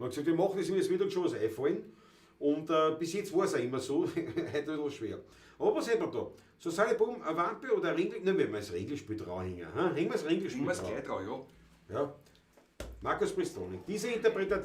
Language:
Bavarian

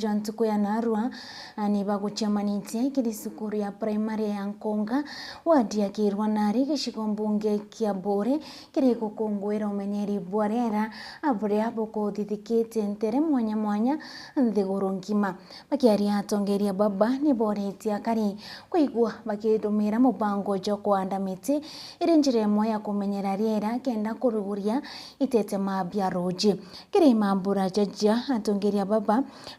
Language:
Meru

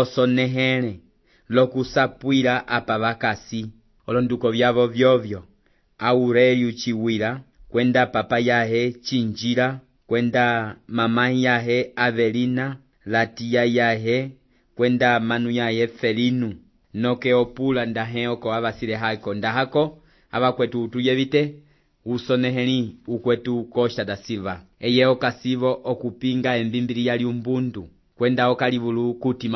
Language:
Umbundu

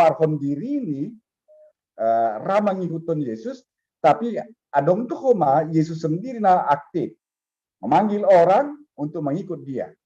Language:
Batak Simalungun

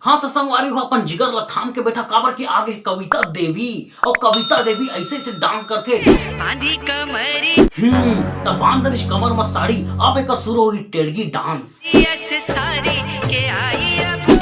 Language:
Chhattisgarhi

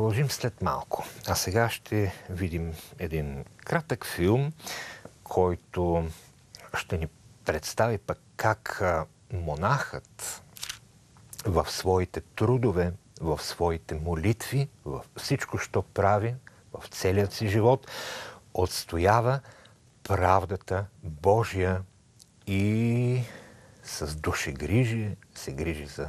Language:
Bulgarian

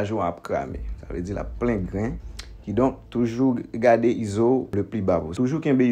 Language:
Haitian Creole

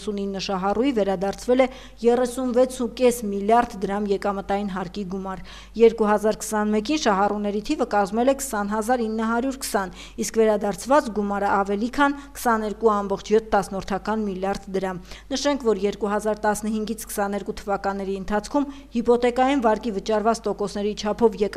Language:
Armenian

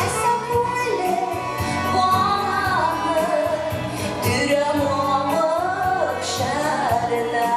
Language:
Bashkir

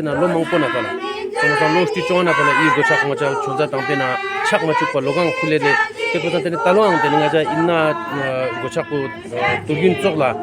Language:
Ladakhi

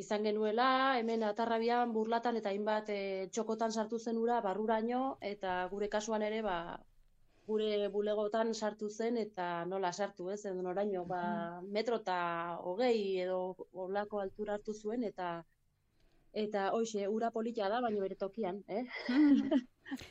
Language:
Basque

